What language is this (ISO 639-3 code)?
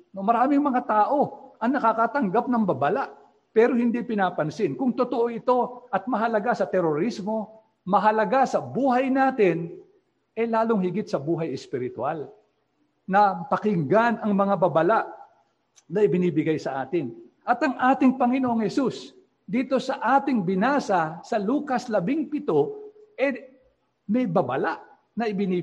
fil